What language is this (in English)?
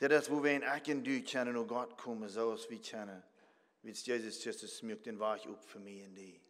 Plautdietsch